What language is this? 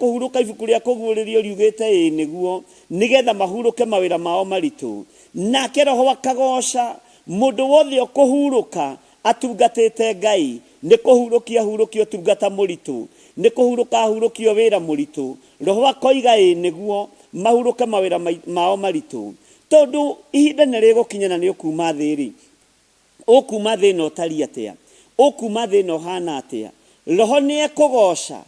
Kikuyu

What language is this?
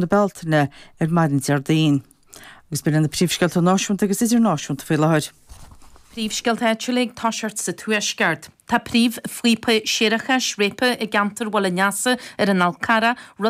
Irish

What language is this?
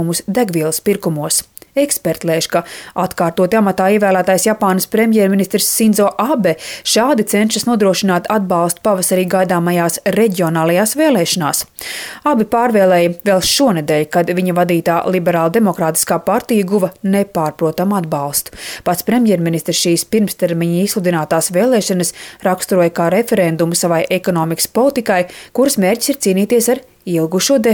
Latvian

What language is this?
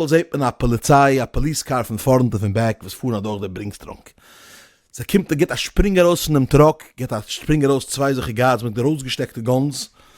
Yiddish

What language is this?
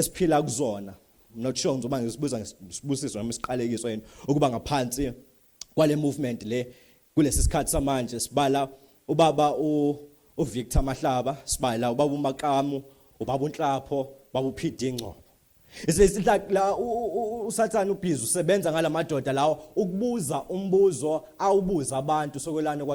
Zulu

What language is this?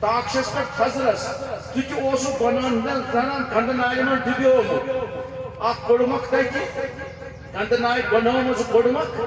Kashmiri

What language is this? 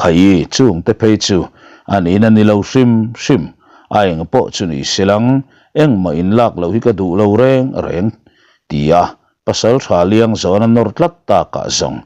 Mizo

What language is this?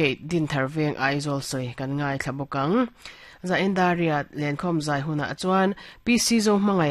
Mizo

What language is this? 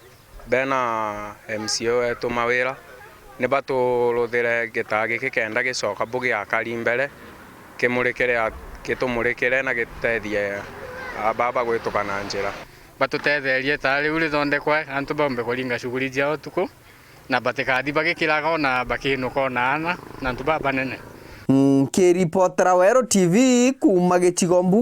Meru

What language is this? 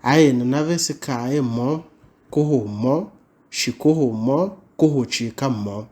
Tiv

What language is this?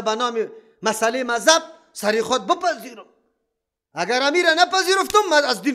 Persian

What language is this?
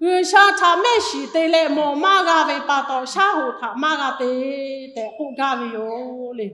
Lahu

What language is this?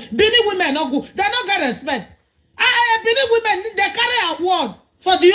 Nigerian Pidgin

